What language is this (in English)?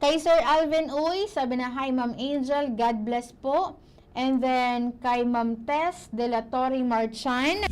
Bikol